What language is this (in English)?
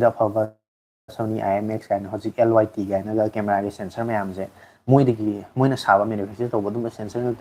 Manipuri